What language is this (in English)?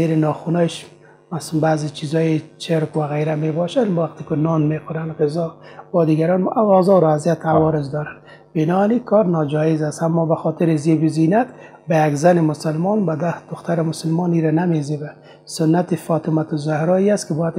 Persian